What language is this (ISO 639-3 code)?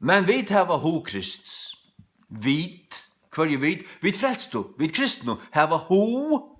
fao